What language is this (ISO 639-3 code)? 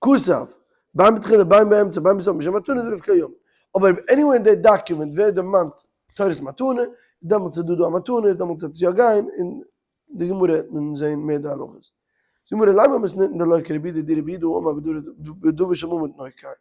yid